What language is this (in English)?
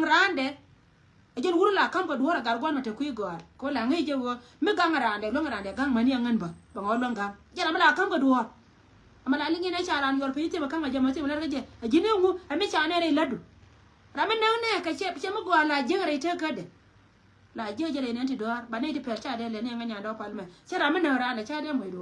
Nuer